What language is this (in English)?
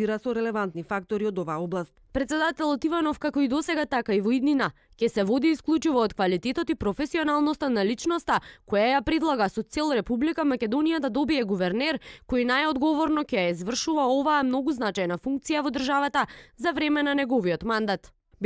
Macedonian